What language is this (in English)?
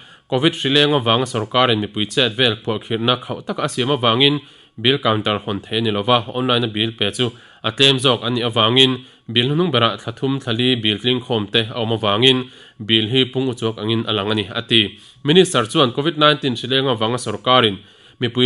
Mizo